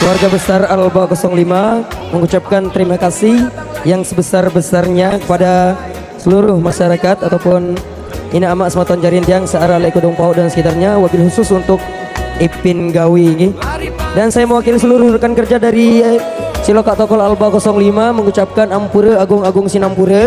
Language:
Sasak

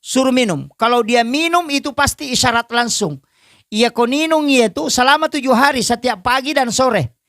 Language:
Buginese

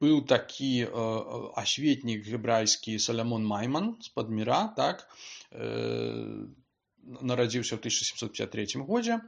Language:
Belarusian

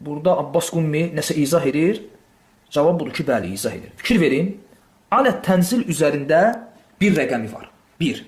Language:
Azerbaijani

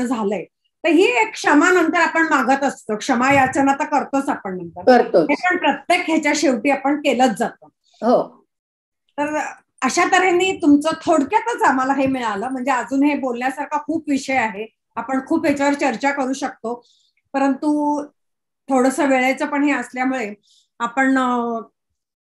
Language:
Marathi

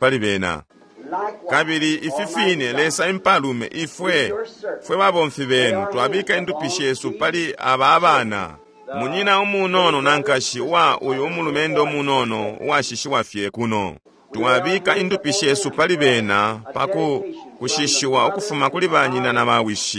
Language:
Bemba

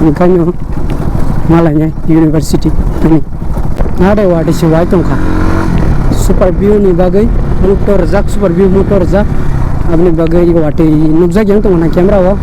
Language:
Kok Borok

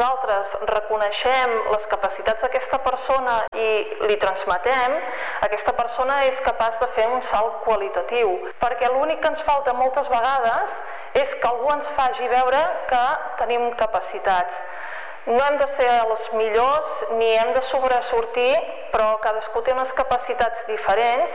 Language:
Catalan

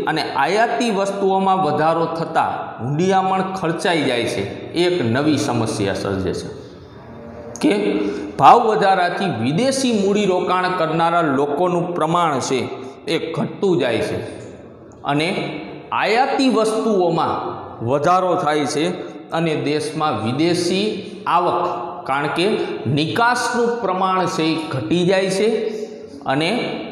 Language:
Gujarati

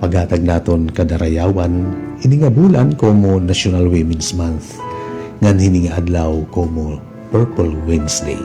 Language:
Waray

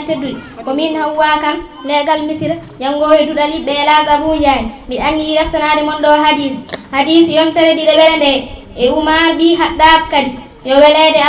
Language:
Fula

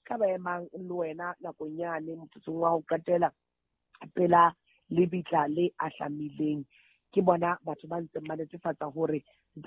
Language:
Southern Sotho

